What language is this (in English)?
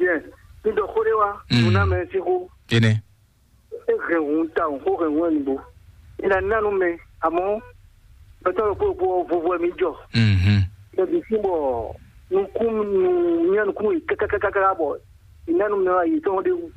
Fon